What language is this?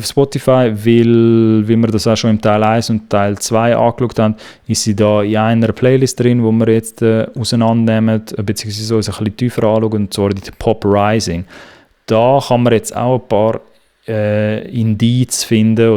Swiss German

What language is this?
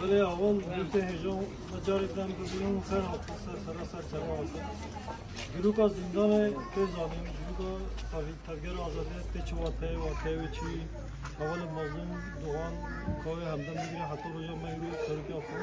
Kurdish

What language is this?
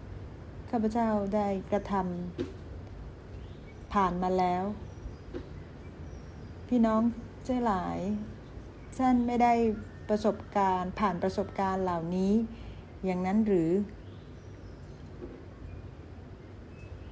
Thai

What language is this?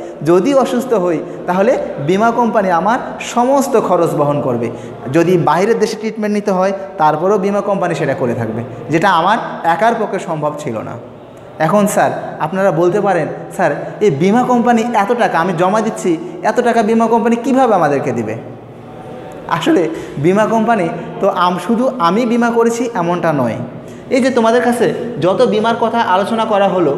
Bangla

